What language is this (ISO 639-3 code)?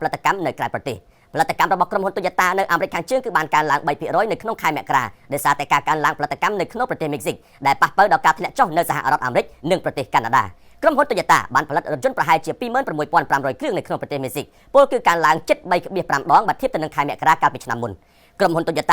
khm